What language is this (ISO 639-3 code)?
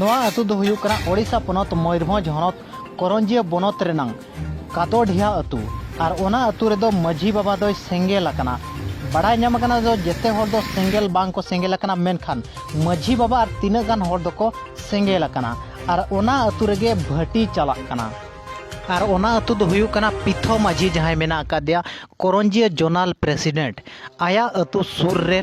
sat